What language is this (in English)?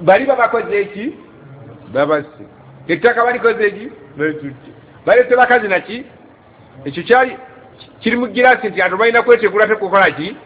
Ganda